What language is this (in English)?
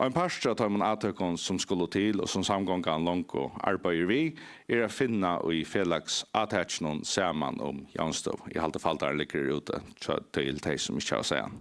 Faroese